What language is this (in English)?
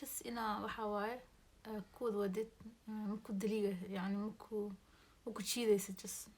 Somali